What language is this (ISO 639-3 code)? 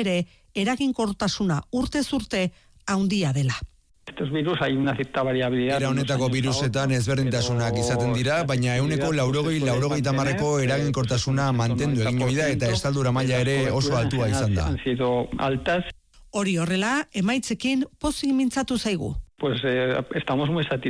eus